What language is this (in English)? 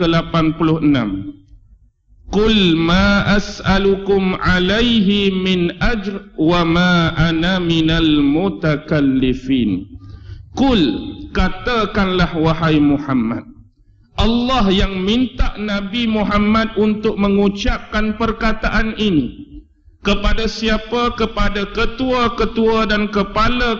Malay